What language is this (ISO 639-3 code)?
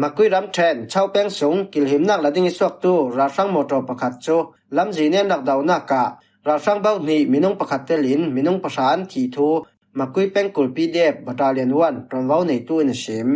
cfm